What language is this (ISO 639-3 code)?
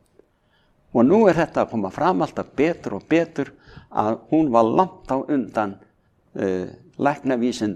isl